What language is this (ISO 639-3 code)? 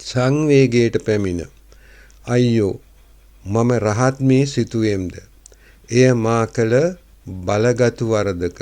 sin